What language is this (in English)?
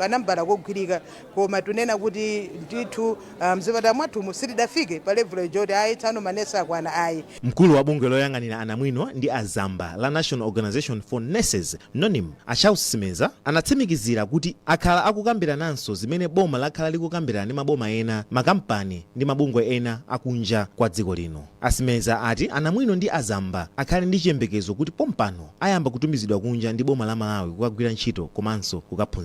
Nyanja